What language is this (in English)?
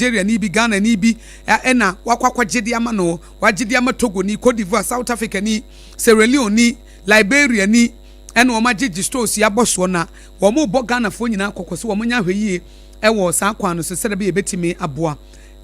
Akan